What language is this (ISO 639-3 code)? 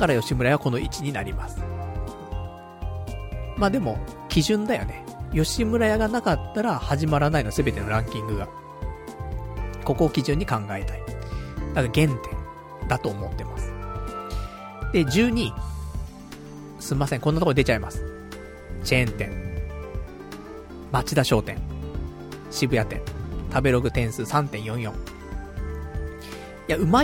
jpn